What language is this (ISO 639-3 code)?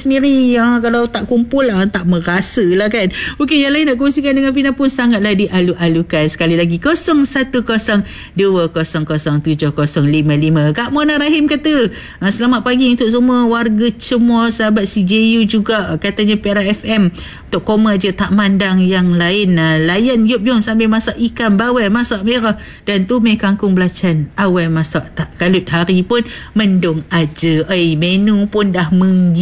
msa